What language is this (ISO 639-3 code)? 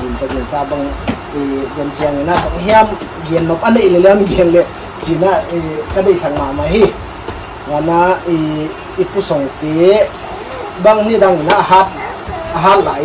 pck